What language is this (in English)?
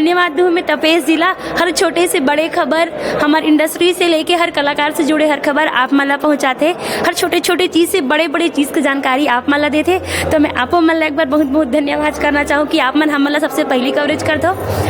Chhattisgarhi